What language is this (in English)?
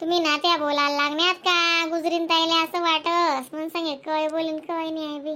Khandesi